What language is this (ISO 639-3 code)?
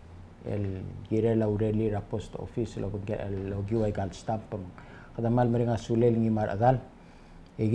pau